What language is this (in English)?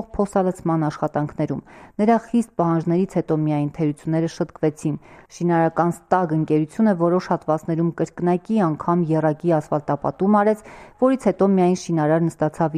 Armenian